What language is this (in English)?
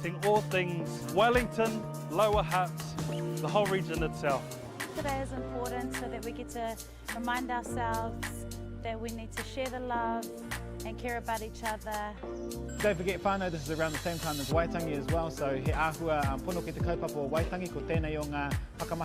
Māori